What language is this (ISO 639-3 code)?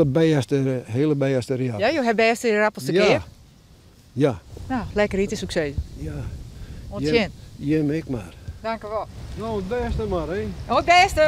fry